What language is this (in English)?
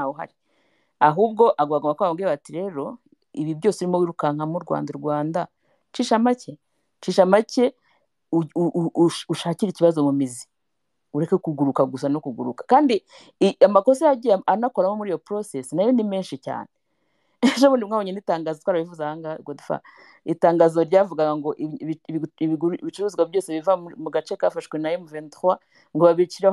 Kinyarwanda